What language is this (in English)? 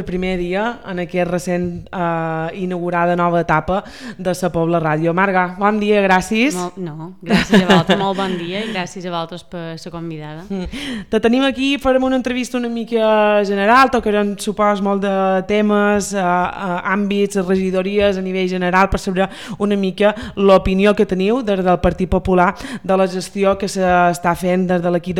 Catalan